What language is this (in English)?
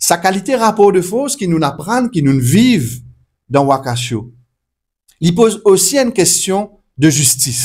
Morisyen